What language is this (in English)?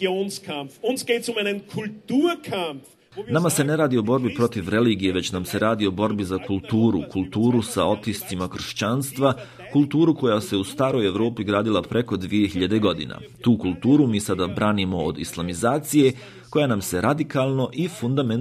Croatian